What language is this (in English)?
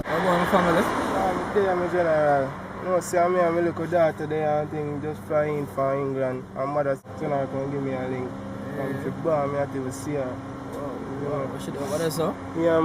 Jamaican Creole English